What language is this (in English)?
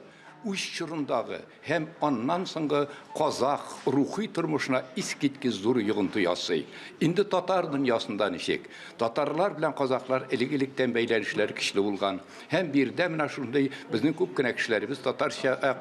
Tatar